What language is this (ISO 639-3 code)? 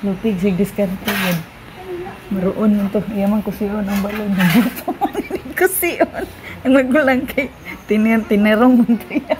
ceb